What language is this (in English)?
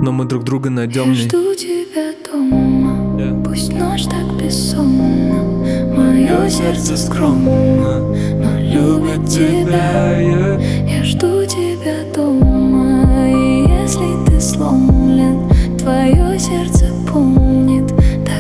Russian